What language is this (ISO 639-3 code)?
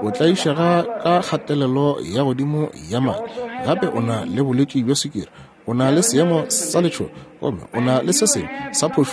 nso